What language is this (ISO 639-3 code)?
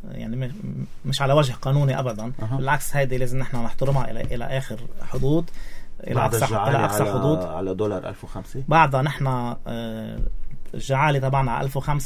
apc